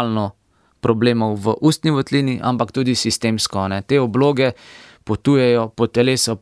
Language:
Slovenian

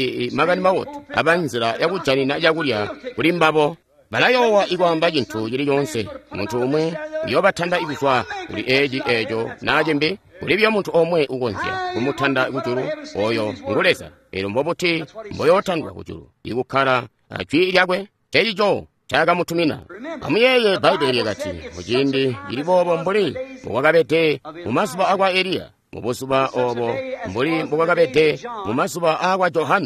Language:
Tonga (Zambia)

